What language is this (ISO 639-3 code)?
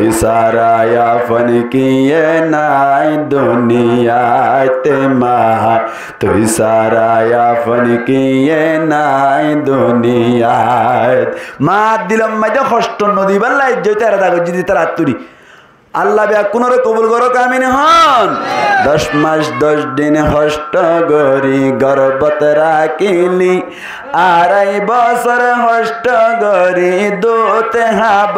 rhg